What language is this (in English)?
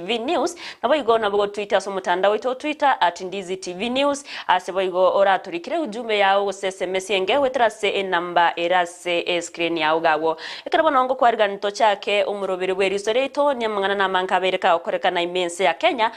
Gusii